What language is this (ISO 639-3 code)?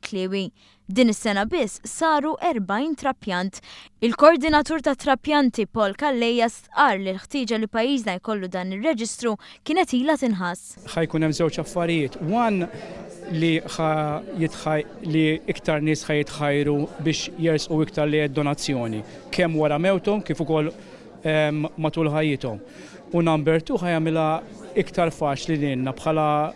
mlt